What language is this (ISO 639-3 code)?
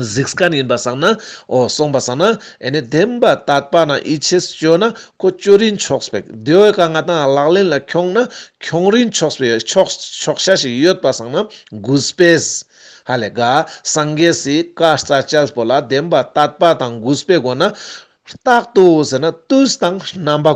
lbj